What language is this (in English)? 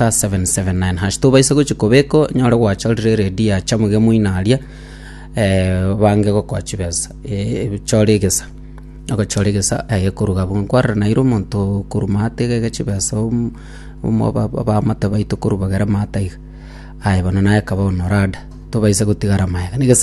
Gusii